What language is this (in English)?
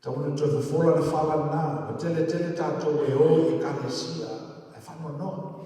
Samoan